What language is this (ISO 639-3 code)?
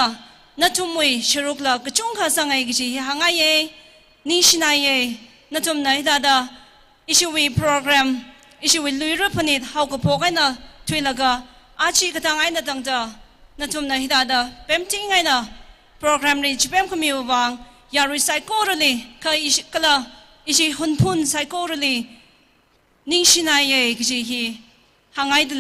nmf